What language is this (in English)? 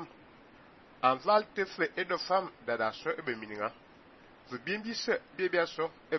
Fang